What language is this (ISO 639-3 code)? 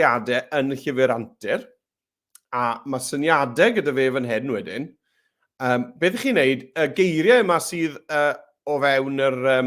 cym